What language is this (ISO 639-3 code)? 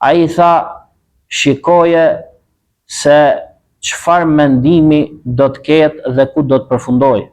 sqi